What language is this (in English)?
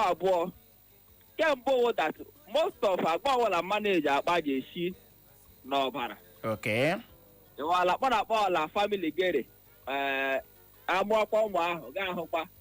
Igbo